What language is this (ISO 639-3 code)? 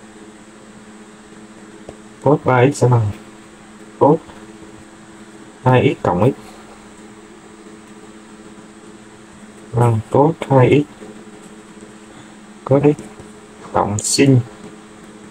vie